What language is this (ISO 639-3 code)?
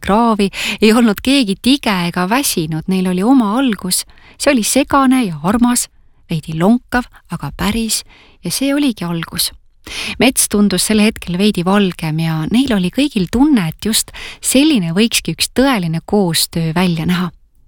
est